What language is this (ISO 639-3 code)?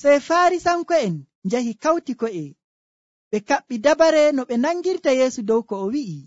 fuv